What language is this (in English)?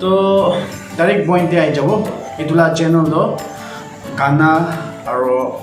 Naga Pidgin